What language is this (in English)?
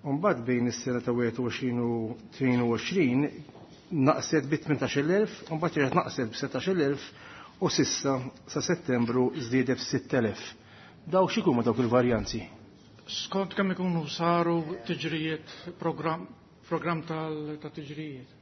Maltese